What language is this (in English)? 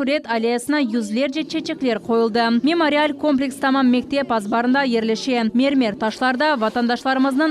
Crimean Tatar